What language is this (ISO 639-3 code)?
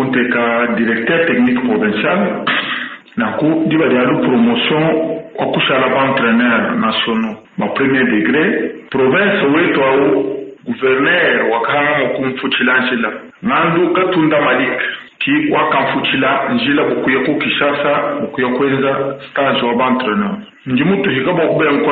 lua